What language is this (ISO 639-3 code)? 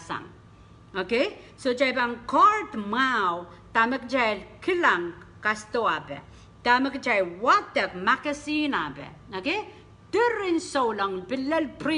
pon